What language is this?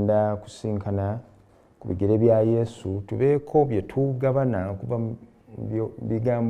Ganda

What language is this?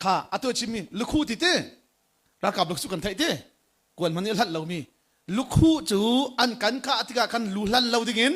Hakha Chin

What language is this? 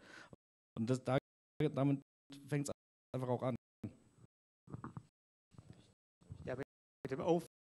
German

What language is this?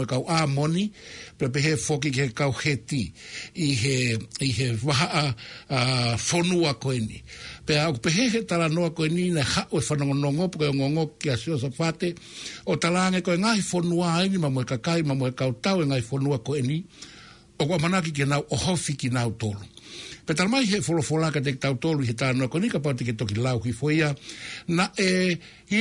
Tongan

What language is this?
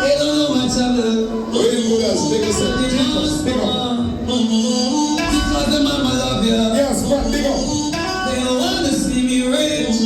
Jamaican Creole English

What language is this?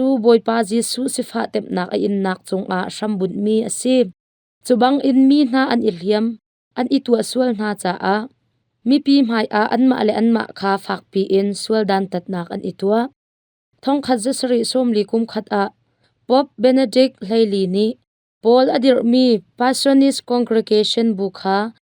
Hakha Chin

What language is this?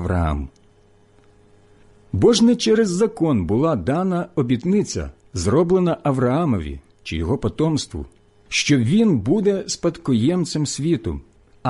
Ukrainian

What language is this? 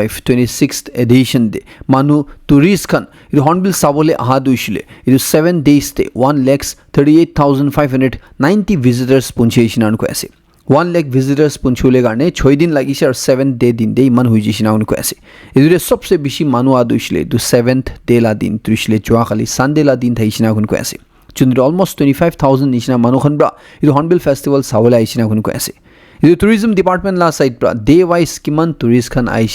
Naga Pidgin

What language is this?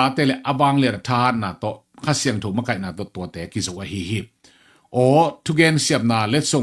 Tedim Chin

